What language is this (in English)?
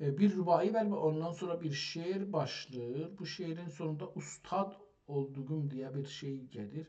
South Azerbaijani